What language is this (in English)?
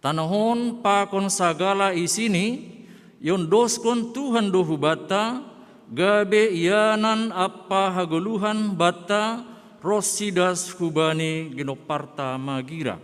Batak Simalungun